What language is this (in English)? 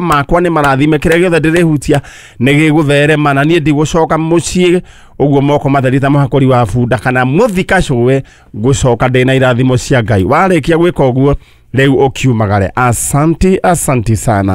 Kikuyu